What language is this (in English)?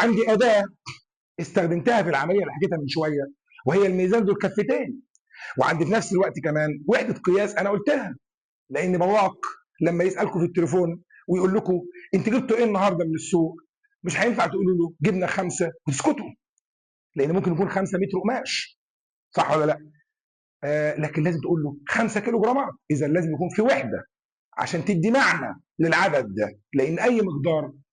Egyptian Arabic